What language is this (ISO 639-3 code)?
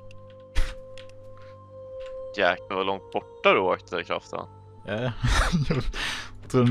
swe